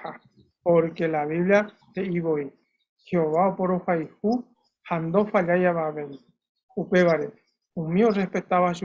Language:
Guarani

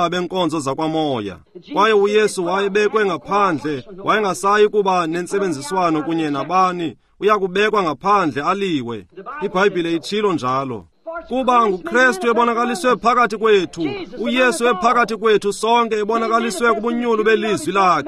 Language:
Xhosa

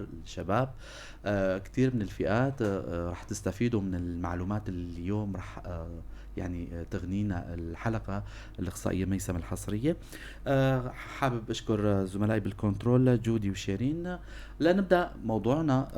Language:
North Levantine Arabic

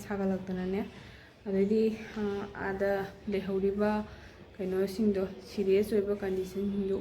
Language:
Manipuri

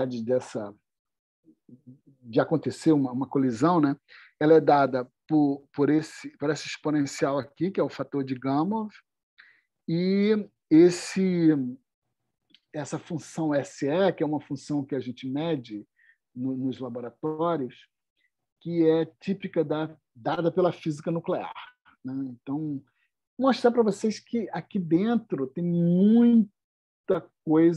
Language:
Portuguese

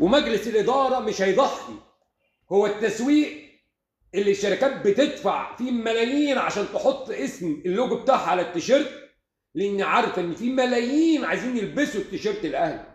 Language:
Egyptian Arabic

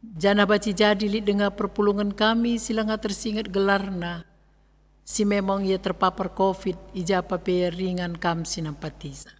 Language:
Batak Karo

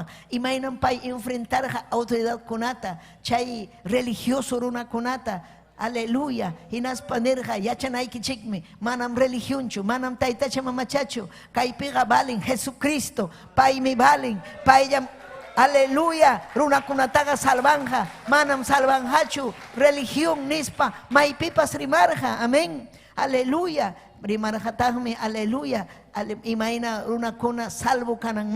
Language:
Ayacucho Quechua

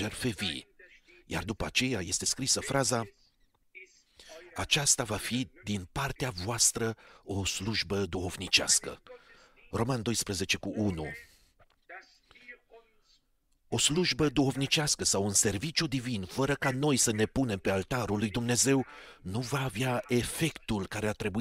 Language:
Romanian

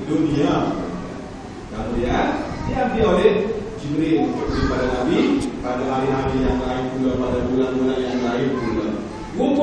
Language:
Malay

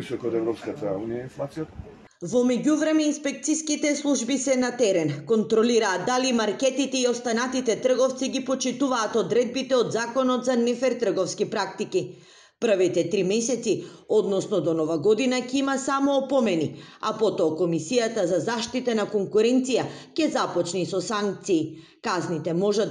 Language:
Macedonian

